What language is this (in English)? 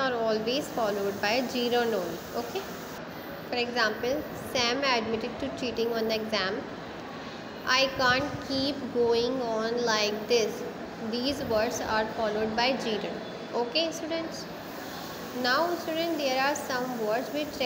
English